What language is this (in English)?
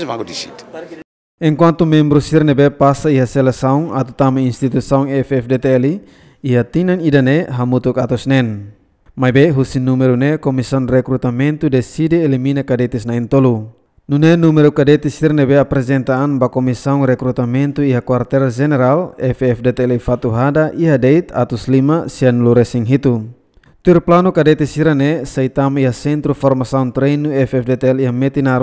Tetum